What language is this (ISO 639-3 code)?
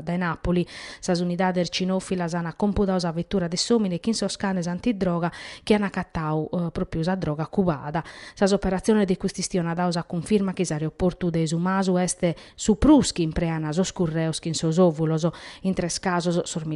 srd